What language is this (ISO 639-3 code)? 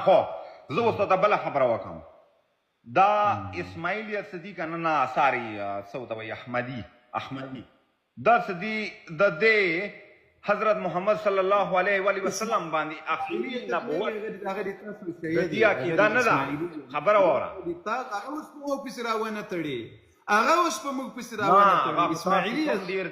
pus